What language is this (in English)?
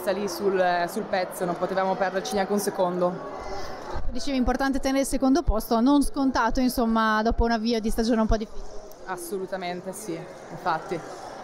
Italian